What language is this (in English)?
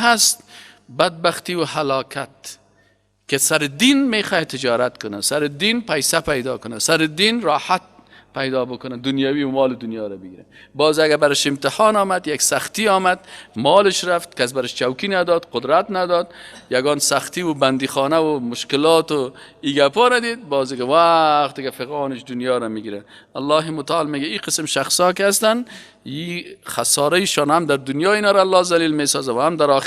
Persian